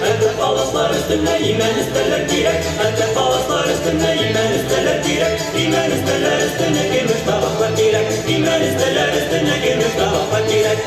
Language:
Tatar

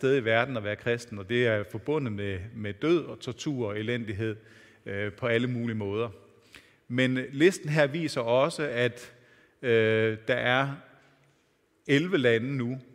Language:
Danish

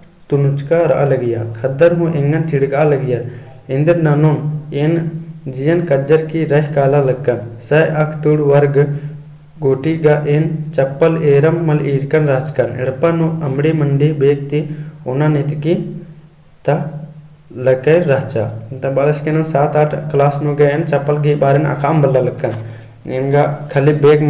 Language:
Kurukh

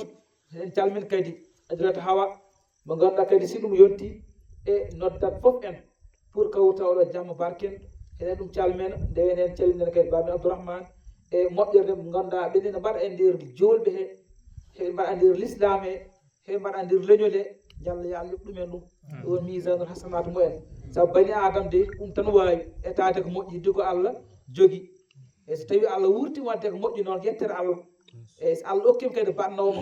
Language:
Fula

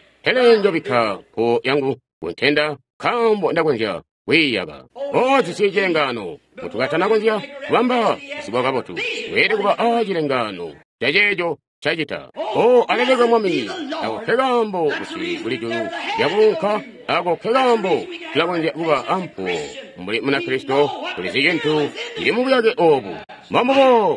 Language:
Tonga (Zambia)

